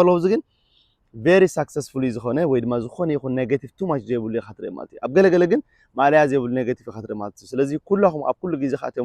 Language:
Tigrinya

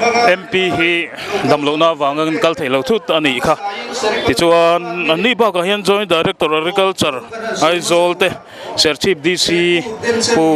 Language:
Mizo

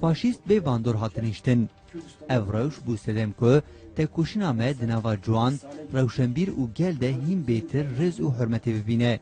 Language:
Kurdish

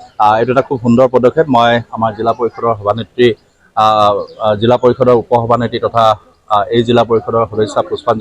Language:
Assamese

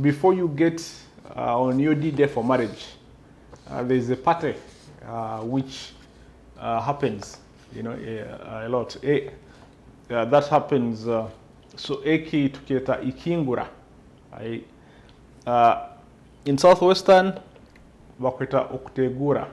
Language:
Nyoro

